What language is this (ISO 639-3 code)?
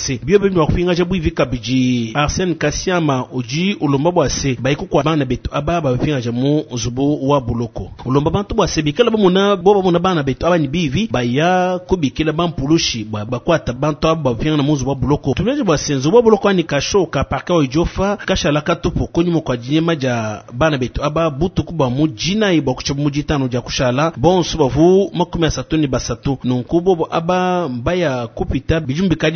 lua